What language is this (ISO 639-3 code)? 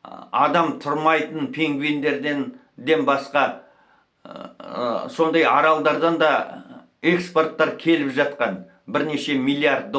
kaz